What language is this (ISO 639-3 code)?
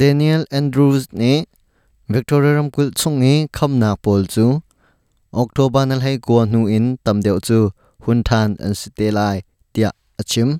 cnh